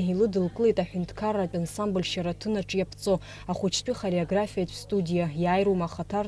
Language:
Abkhazian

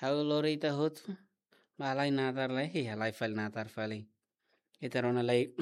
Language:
Tetum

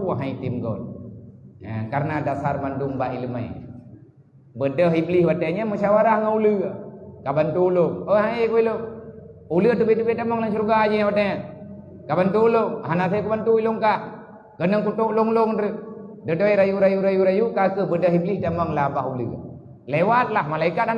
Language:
Achinese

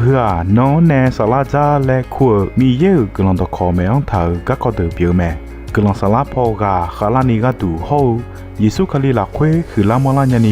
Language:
Akha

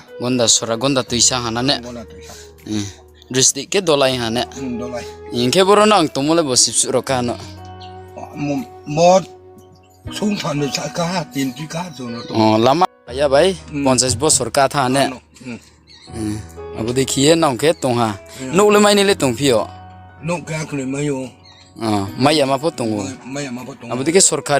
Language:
Riang (India)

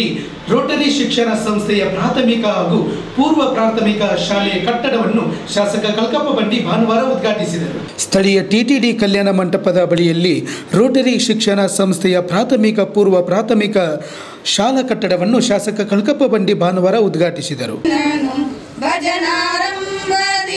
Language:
Kannada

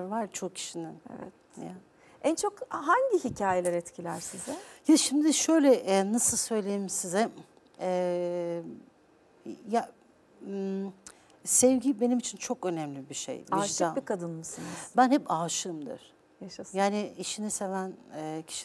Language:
Turkish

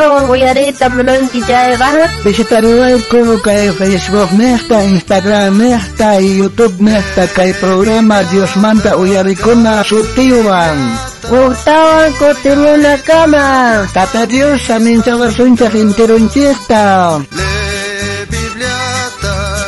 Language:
South Bolivian Quechua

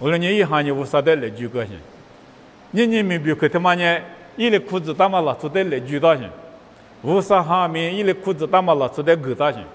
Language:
Lisu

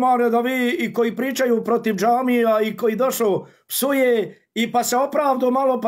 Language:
Bosnian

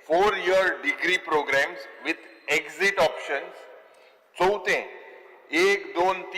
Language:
Konkani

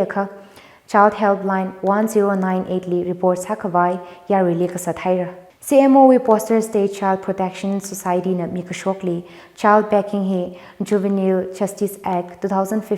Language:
Tangkhul Naga (India)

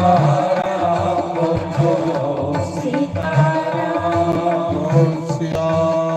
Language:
Dogri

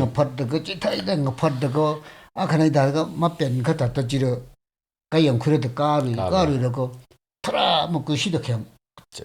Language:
Tangkhul Naga (India)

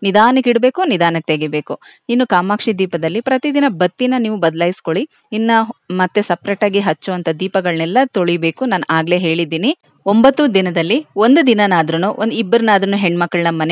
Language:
Kannada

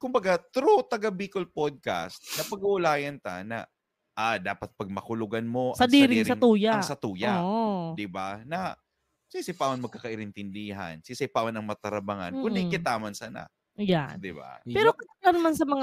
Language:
Bikol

